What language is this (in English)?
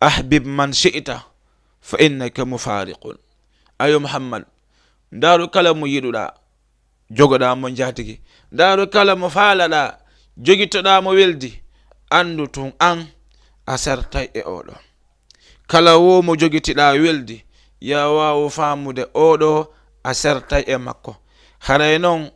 Fula